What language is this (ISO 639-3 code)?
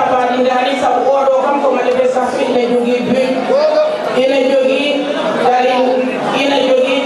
ful